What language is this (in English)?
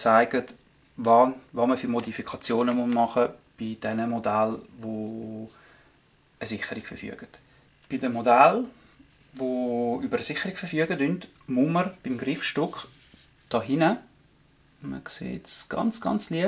Swiss German